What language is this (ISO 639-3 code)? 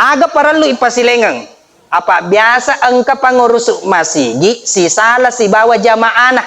bug